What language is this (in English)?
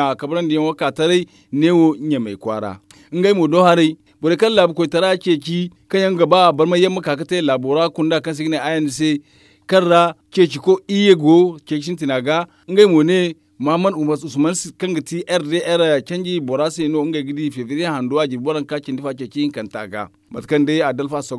Zarma